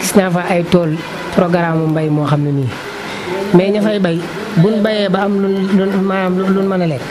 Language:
Wolof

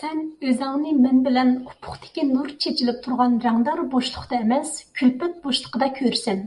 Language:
Uyghur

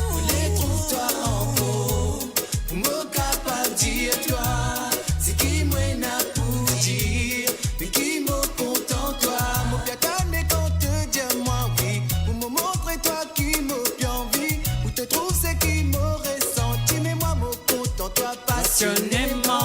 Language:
Morisyen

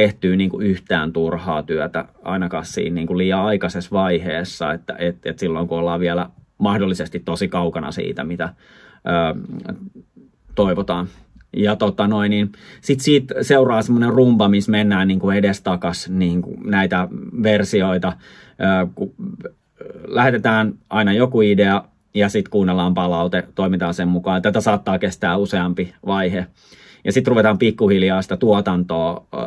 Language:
Finnish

